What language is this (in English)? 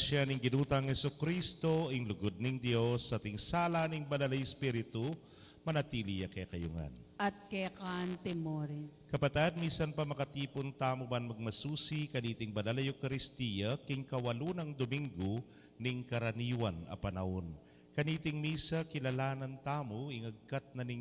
Pampanga